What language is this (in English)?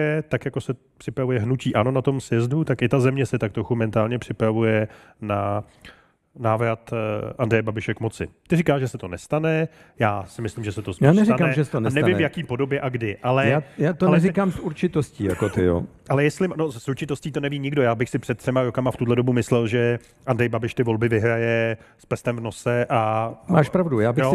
Czech